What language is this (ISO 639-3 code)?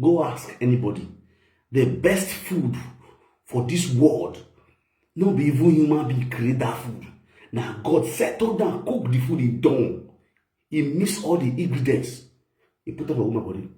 pcm